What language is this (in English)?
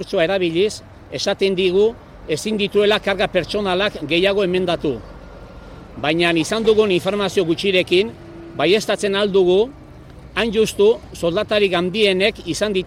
Basque